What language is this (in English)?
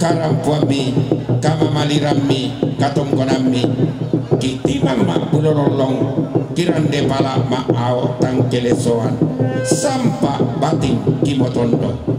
Toraja-Sa'dan